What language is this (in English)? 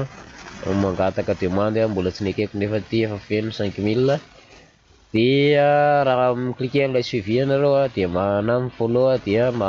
Malagasy